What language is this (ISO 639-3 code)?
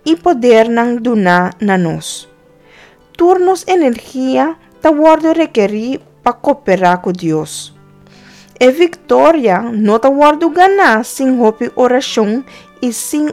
pap